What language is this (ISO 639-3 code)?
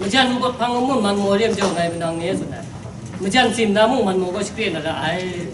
kac